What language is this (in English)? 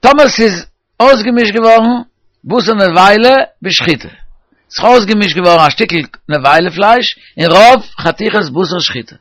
Yiddish